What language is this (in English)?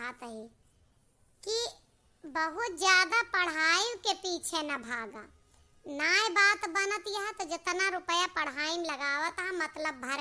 Awadhi